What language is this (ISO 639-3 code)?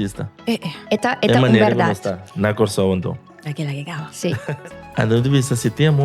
pap